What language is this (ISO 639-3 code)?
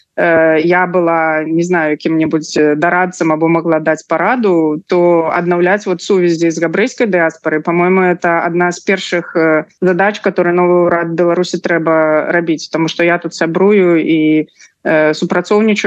bel